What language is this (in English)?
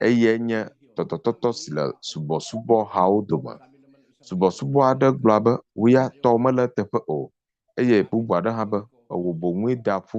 Ewe